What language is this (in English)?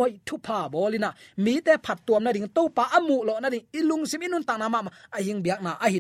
Tedim Chin